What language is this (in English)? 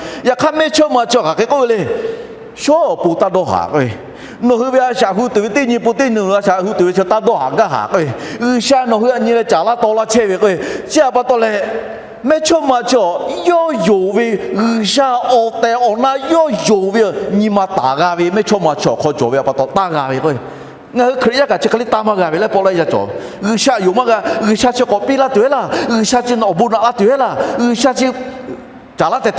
Lahu